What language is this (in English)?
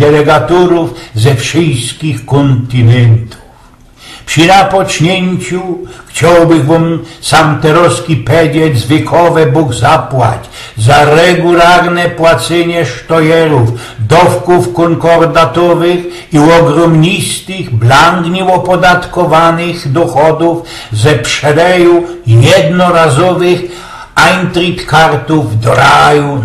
Silesian